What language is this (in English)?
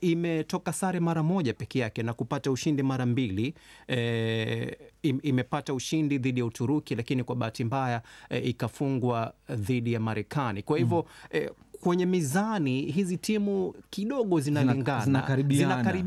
Swahili